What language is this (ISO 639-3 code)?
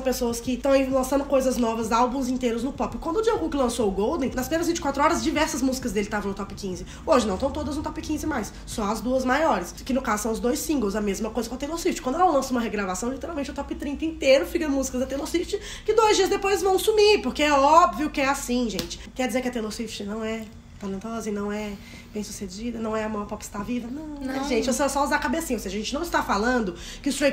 por